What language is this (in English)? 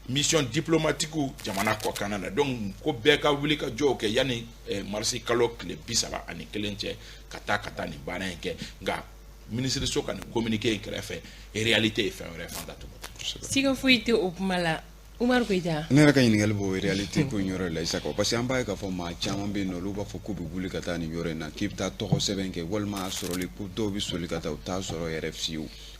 Bambara